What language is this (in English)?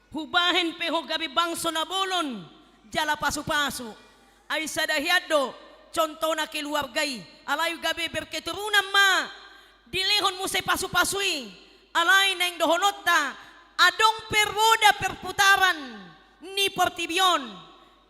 Batak Toba